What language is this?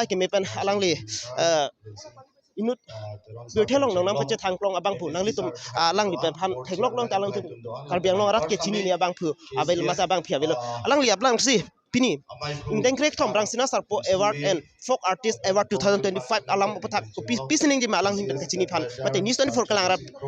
Karbi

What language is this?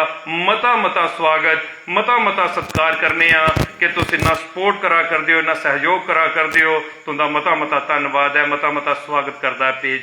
Dogri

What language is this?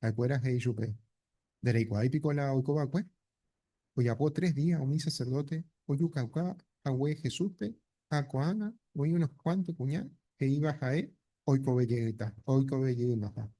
Guarani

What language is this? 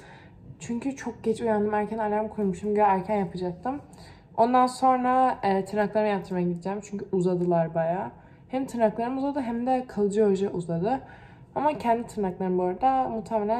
Turkish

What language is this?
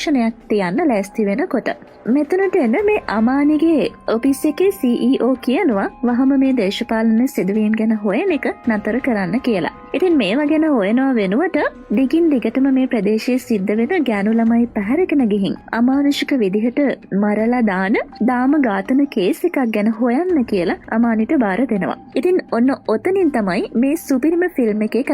Sinhala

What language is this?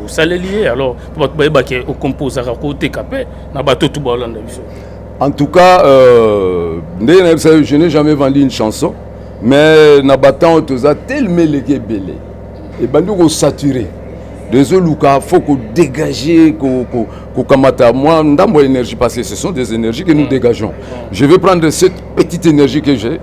Lingala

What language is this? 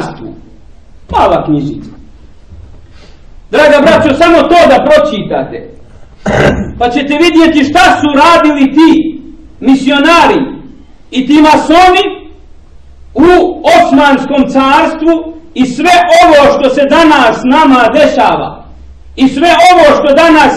Bosnian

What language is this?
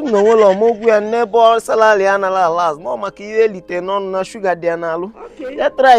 Igbo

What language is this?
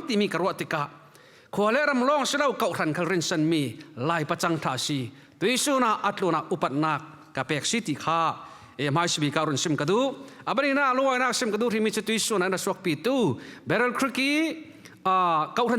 Falam Chin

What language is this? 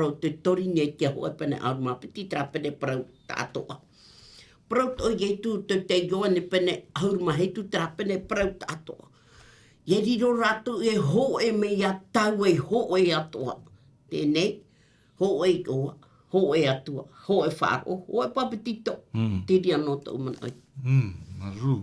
Tahitian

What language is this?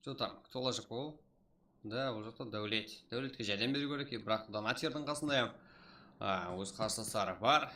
Kara-Kalpak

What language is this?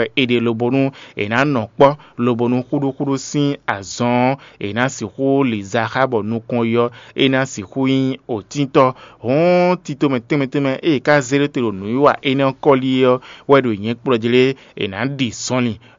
Fon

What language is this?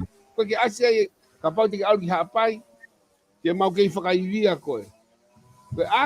Tongan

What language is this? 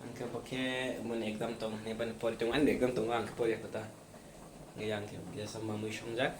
Kok Borok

